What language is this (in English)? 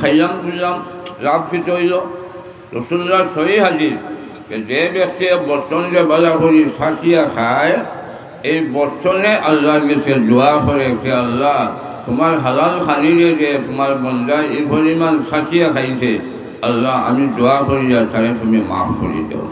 Sylheti